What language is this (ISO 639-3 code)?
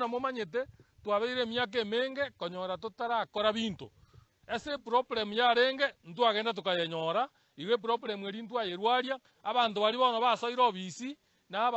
guz